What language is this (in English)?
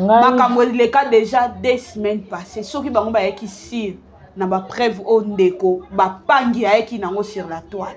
Lingala